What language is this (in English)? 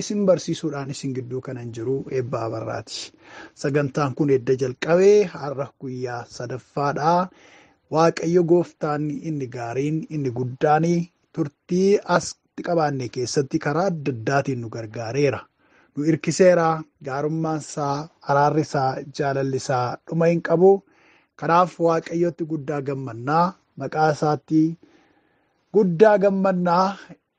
Oromo